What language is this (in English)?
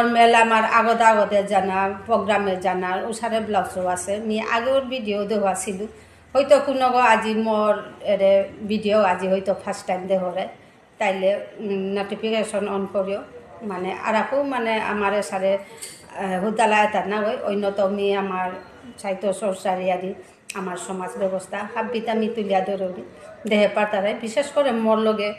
Bishnupriya